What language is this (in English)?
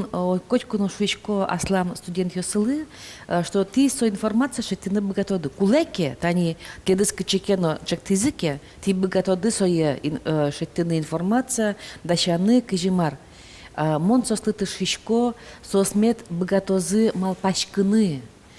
Udmurt